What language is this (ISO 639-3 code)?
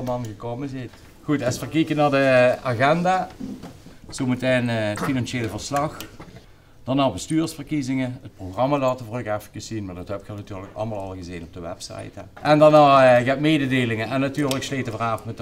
lim